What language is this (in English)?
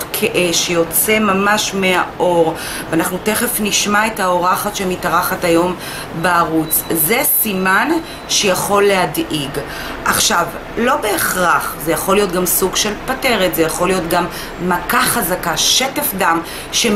Hebrew